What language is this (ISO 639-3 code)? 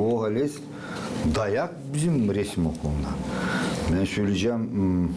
gag